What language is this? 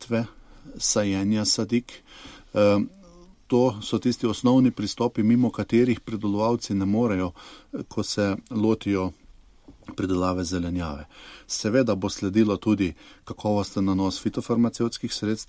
Slovenian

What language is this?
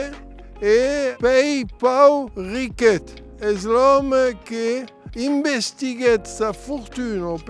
Occitan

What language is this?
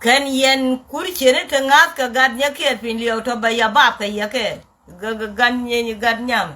Nuer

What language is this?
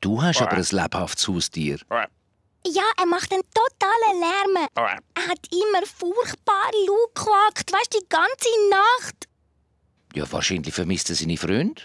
Swiss German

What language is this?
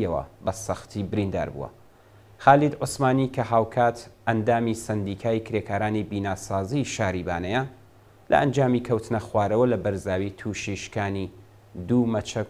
Central Kurdish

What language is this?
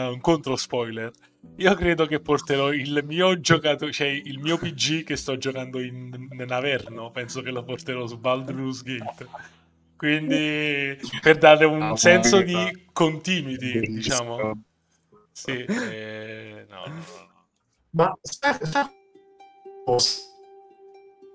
Italian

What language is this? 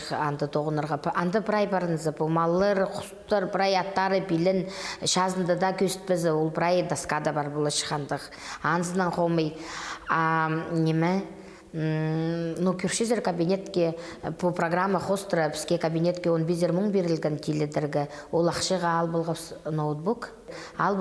Khakas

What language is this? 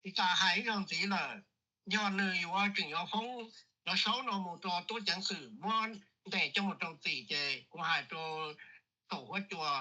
Hmong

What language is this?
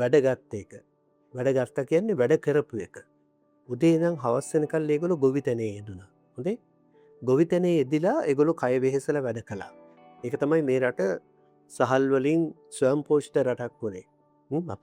Sinhala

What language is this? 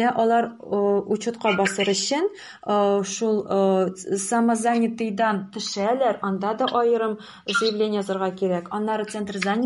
Tatar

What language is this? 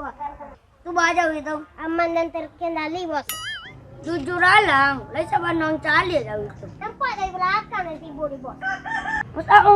Minangkabau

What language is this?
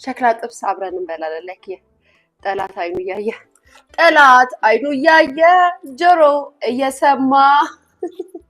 Amharic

